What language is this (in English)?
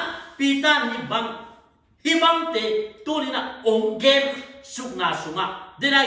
Tedim Chin